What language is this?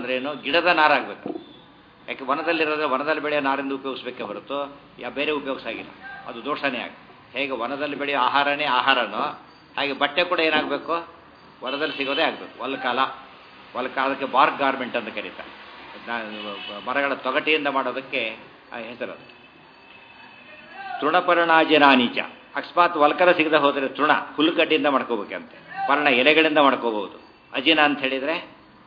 Kannada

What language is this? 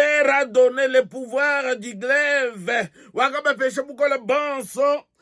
Luba-Lulua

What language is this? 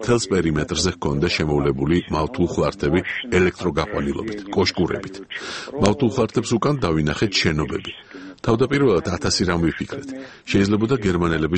Georgian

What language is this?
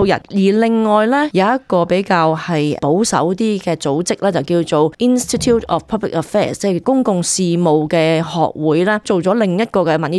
Cantonese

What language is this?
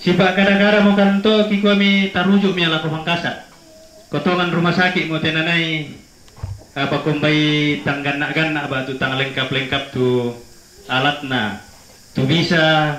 Toraja-Sa'dan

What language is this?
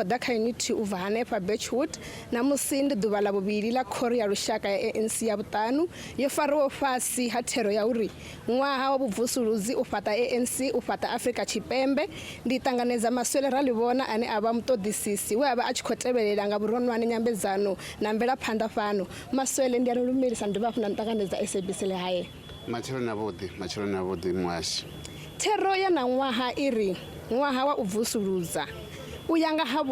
Venda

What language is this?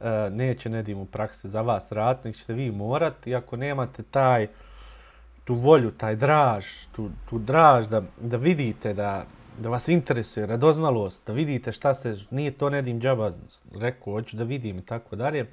Bosnian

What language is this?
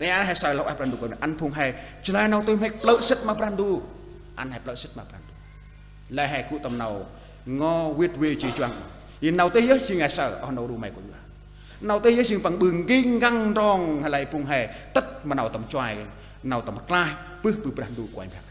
Central Mnong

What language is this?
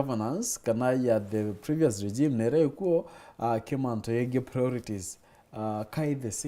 Meru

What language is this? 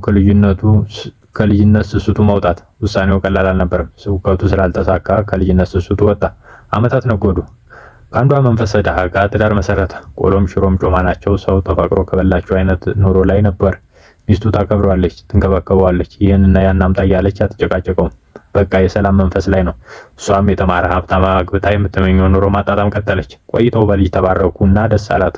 Amharic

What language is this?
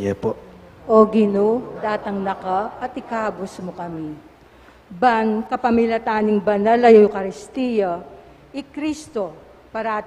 Pampanga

